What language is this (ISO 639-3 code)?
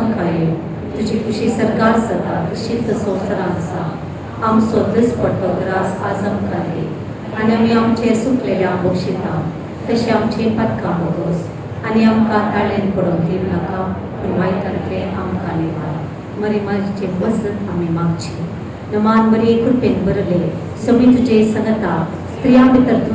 kok